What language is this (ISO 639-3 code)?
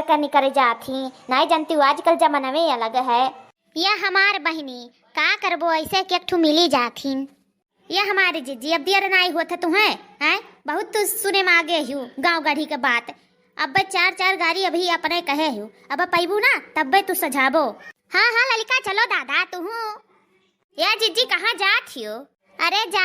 awa